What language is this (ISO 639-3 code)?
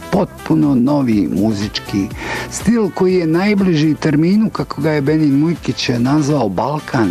bos